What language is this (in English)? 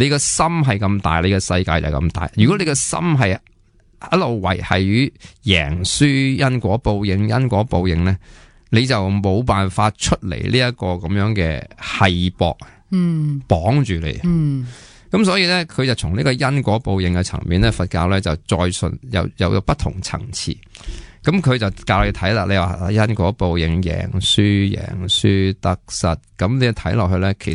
Cantonese